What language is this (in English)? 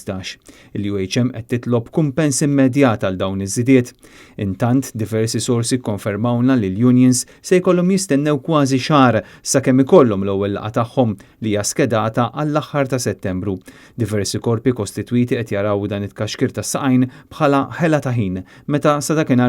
Maltese